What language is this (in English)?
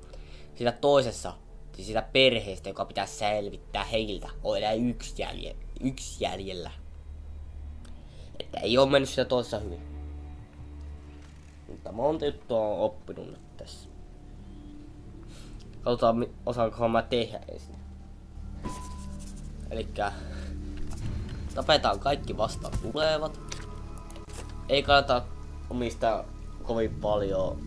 Finnish